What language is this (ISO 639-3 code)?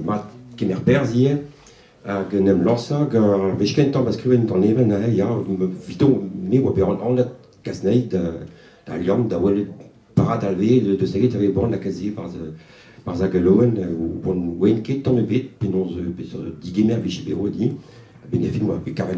bre